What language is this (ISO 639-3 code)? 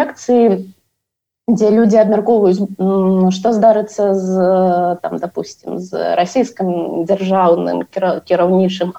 bel